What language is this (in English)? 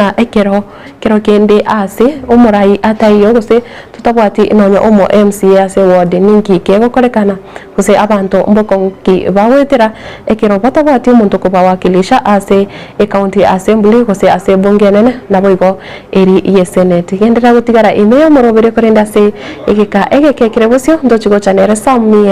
Gusii